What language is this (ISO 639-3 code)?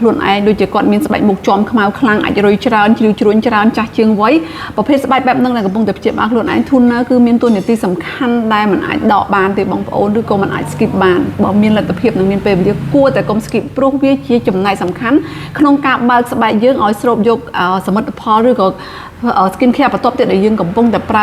khm